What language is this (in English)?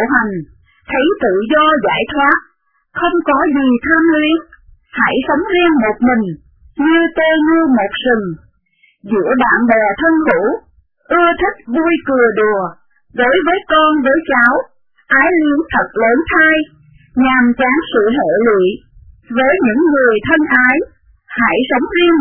Vietnamese